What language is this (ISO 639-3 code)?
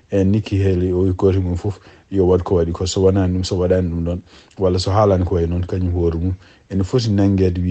ful